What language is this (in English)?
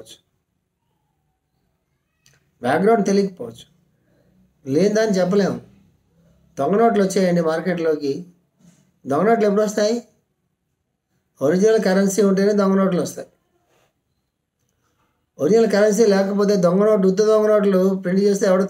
Telugu